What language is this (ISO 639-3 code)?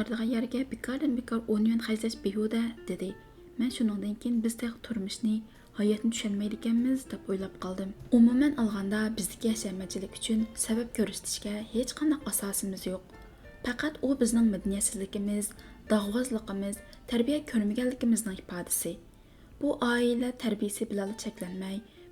uig